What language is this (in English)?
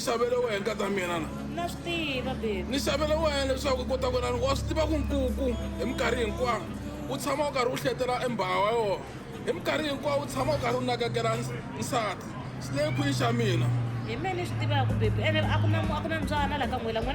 Tsonga